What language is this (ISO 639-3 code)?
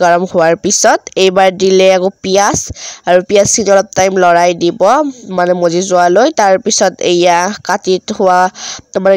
asm